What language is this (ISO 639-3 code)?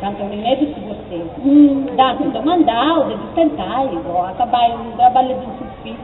srd